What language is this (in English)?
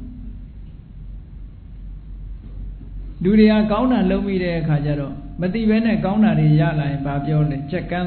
Burmese